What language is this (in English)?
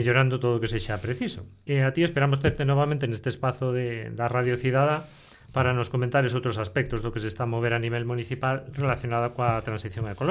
Galician